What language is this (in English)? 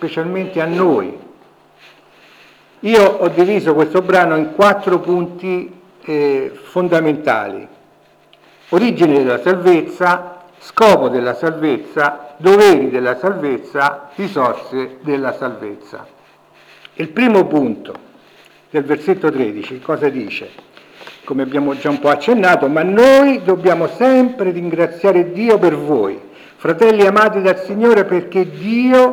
Italian